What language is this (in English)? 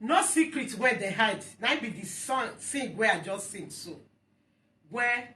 Nigerian Pidgin